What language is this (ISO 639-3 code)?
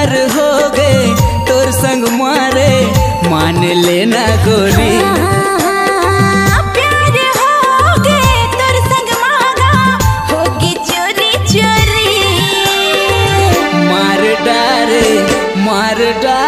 hne